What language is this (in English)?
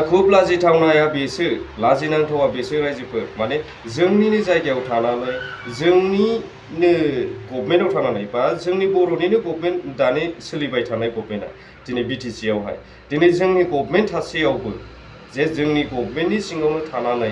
Bodo